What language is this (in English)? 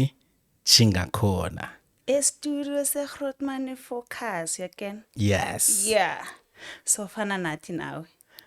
South Ndebele